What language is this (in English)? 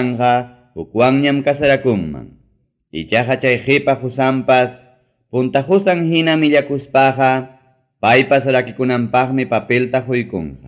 Ayacucho Quechua